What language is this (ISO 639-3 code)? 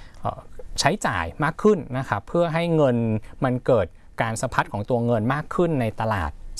tha